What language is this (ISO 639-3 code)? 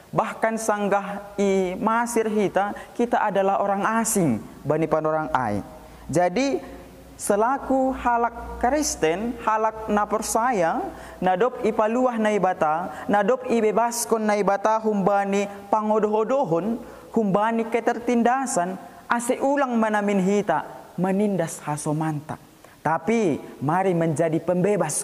bts